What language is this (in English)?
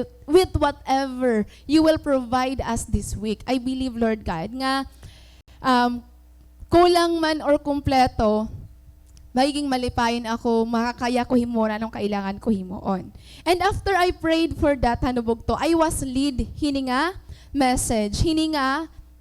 Waray